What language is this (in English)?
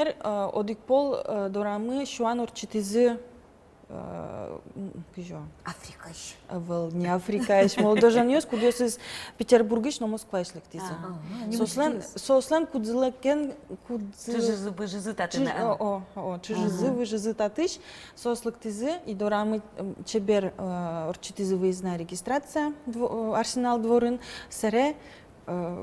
Udmurt